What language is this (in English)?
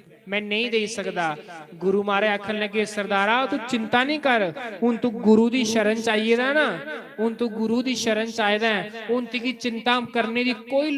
Dogri